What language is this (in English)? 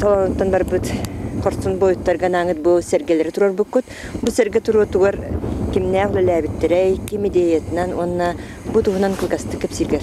Yakut